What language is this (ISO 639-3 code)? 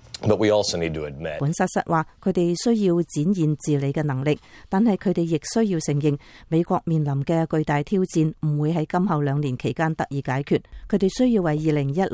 yue